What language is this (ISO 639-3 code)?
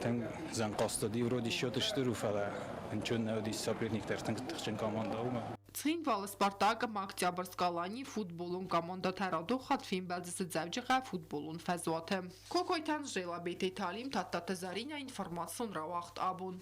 oss